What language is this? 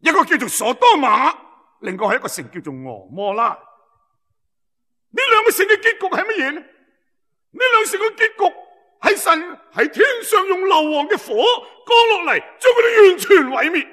Cantonese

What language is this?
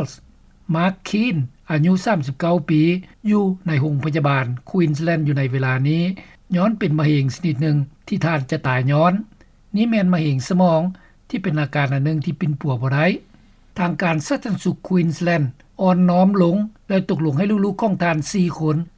Lao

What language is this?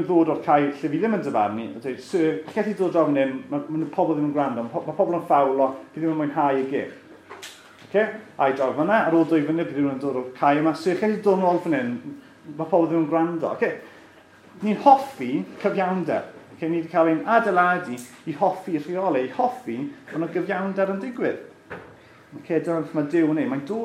Welsh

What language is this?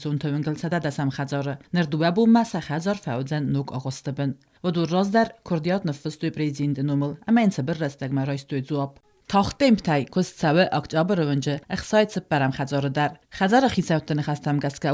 Ossetic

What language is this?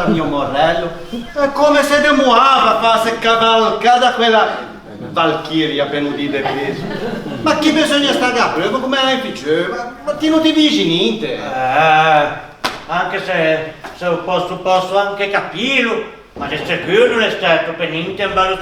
Ligurian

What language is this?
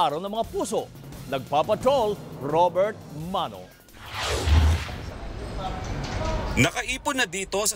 Filipino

